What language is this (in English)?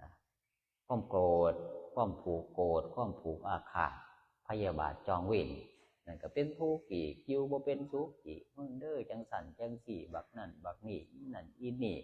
Northeastern Thai